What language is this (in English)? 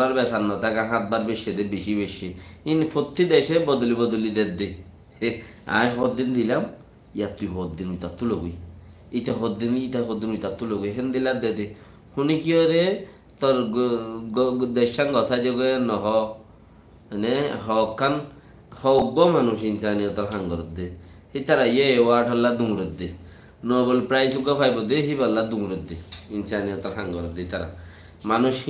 Rohingya